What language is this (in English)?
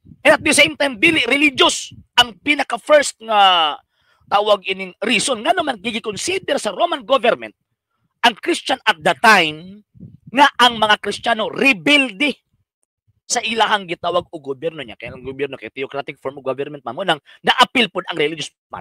Cebuano